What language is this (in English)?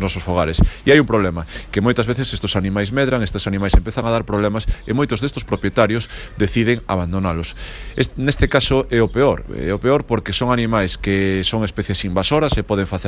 Galician